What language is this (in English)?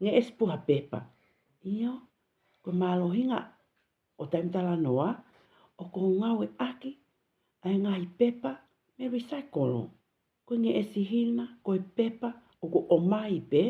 Tongan